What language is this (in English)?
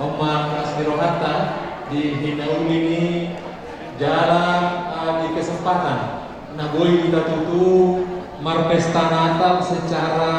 Batak Toba